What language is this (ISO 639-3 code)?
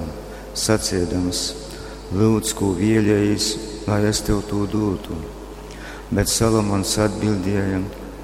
ltg